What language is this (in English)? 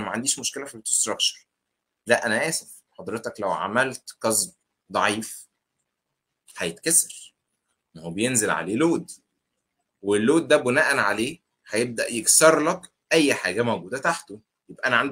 Egyptian Arabic